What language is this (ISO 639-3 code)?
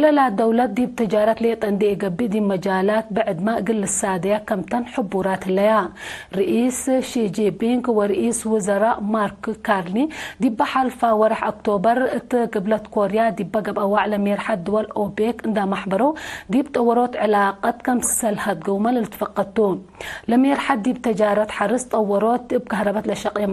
tig